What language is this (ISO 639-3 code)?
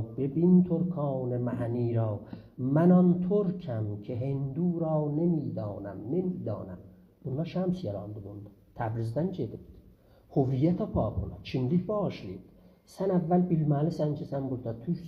azb